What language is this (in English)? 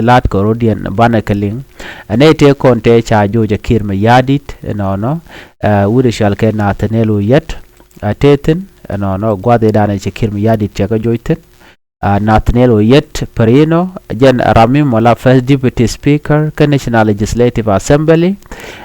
Nuer